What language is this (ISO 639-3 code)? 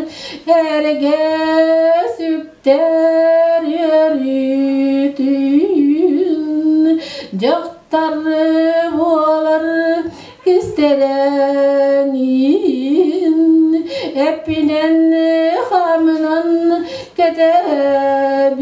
sah